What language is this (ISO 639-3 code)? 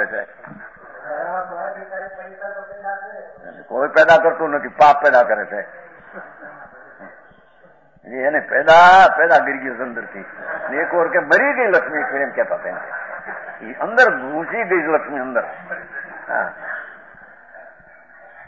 guj